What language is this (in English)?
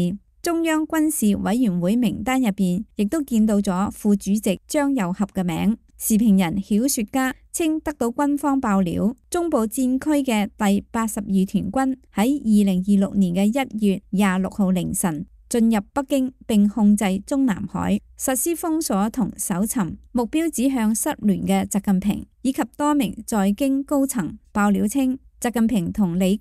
Cantonese